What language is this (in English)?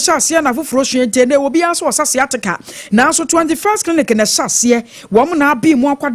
Akan